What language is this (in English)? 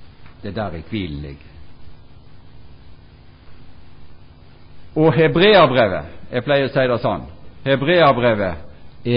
Norwegian